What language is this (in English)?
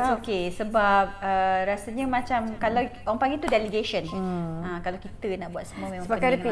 Malay